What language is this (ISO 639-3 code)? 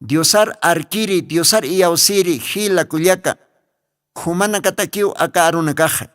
aym